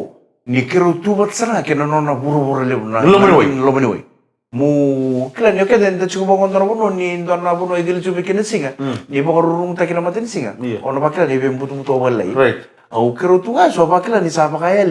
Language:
Fijian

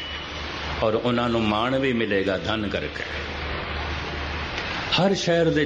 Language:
Punjabi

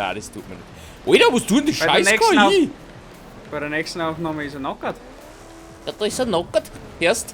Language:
Bavarian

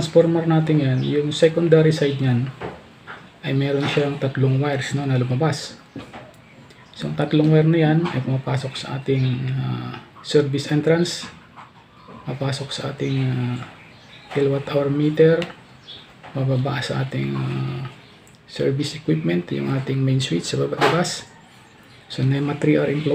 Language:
Filipino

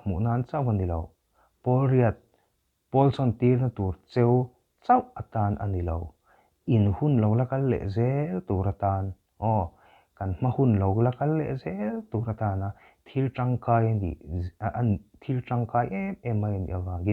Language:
Mizo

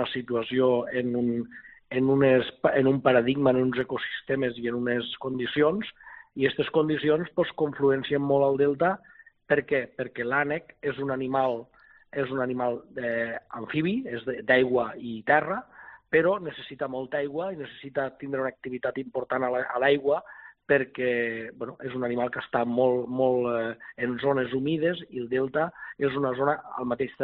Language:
Catalan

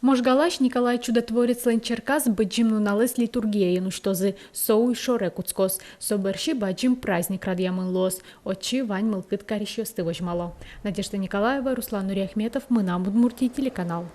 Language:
Udmurt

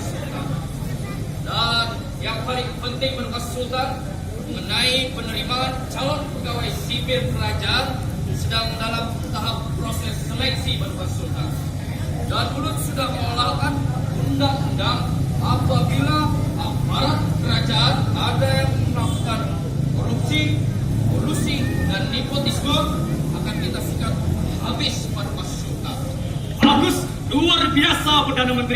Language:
Banjar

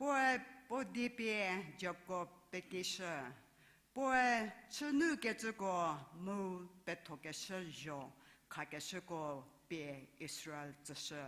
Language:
Angami Naga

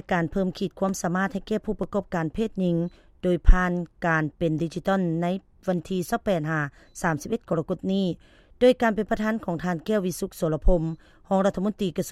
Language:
Lao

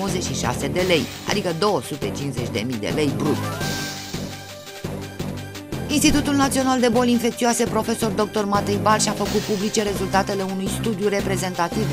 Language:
Romanian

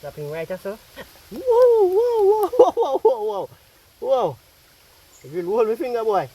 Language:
Jamaican Creole English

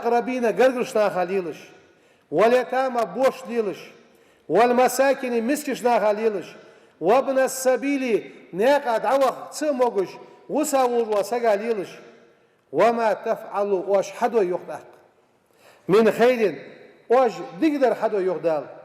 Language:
Ingush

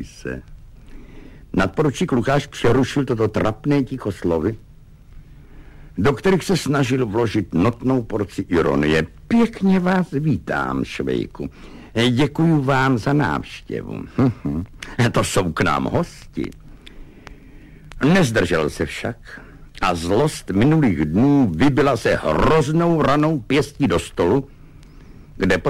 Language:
Czech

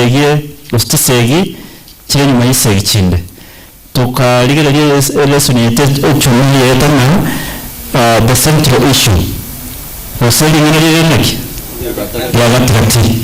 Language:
Gusii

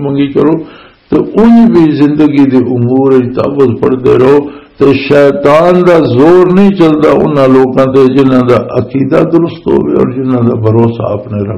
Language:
Western Panjabi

